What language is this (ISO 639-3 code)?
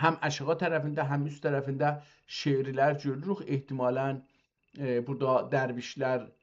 azb